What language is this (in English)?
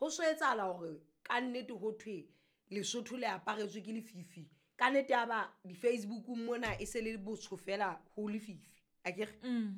Southern Sotho